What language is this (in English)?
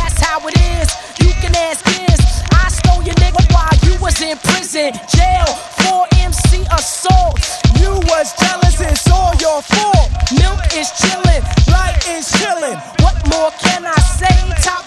English